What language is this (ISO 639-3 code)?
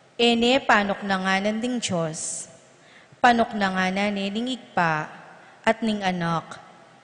pam